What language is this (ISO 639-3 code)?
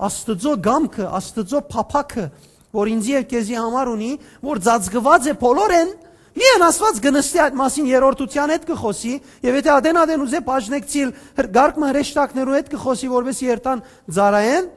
hyw